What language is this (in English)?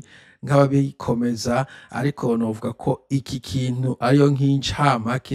Rundi